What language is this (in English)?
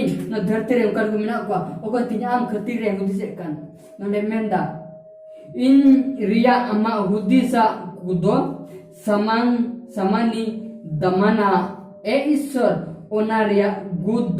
Santali